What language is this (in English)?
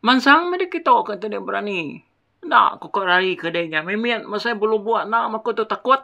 Iban